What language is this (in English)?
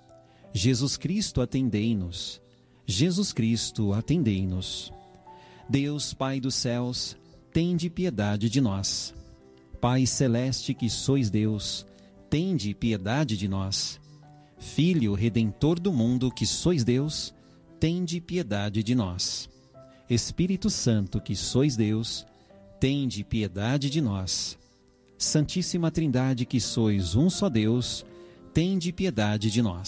Portuguese